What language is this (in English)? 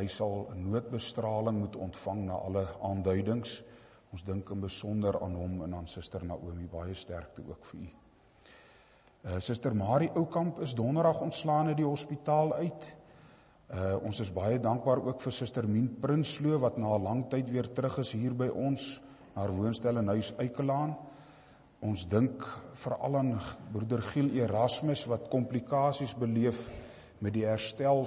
Afrikaans